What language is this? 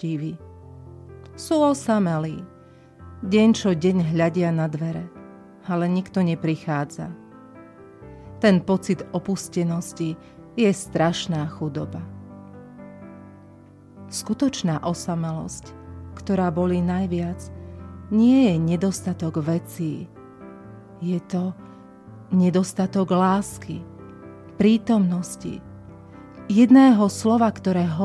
Slovak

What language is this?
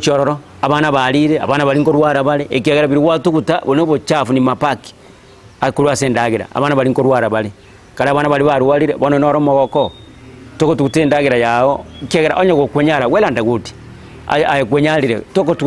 Gusii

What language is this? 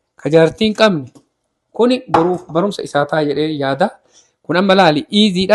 Oromo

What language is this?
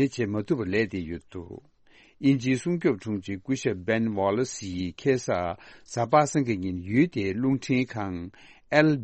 Tibetan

